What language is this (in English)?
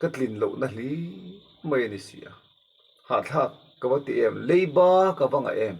Mizo